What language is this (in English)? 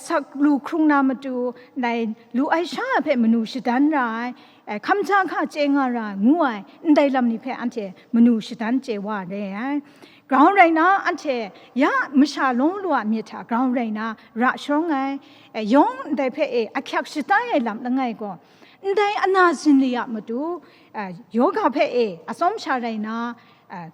Kachin